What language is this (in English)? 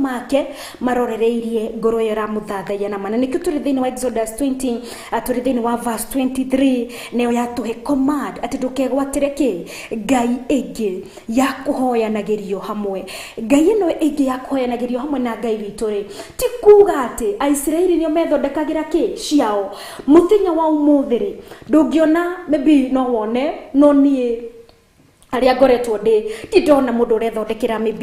Kikuyu